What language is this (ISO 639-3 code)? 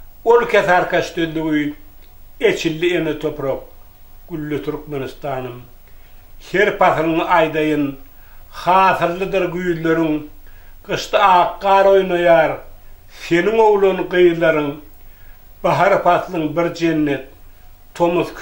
tuk